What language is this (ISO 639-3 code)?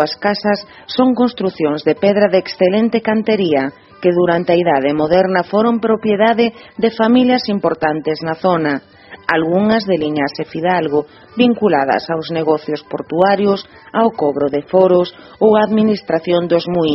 glg